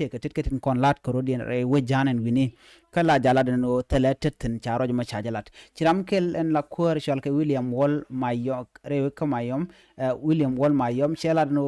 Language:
Nuer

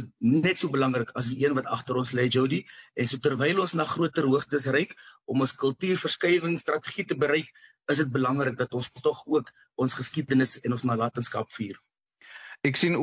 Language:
Afrikaans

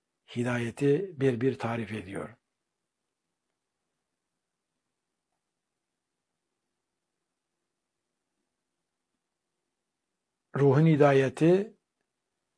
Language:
Turkish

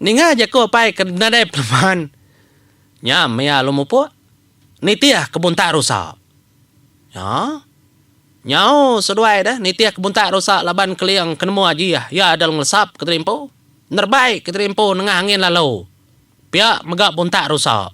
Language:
Iban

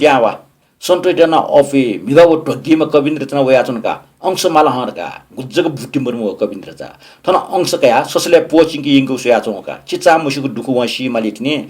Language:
Newari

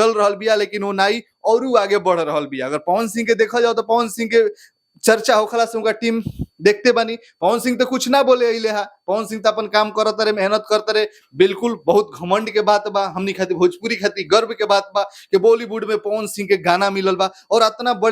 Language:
Bhojpuri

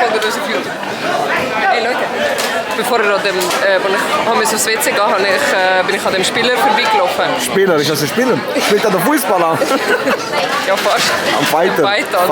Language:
Swiss German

